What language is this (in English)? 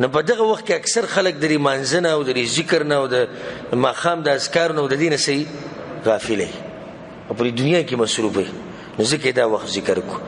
Pashto